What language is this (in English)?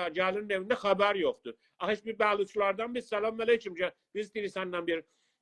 South Azerbaijani